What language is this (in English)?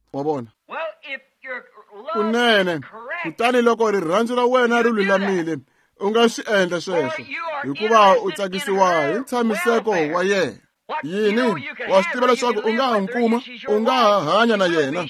Tsonga